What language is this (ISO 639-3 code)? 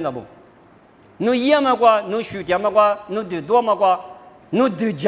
lis